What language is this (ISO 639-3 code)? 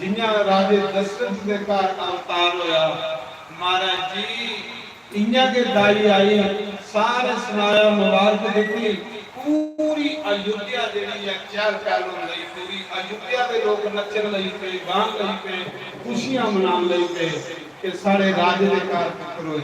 doi